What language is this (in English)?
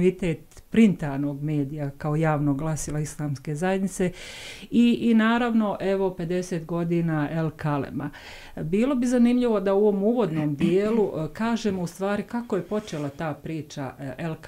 Bosnian